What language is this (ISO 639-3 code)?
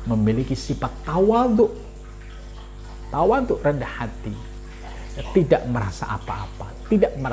ind